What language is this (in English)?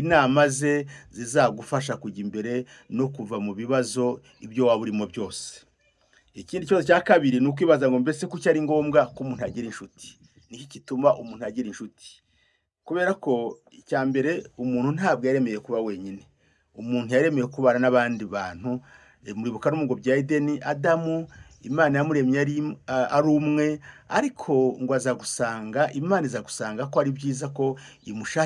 Kinyarwanda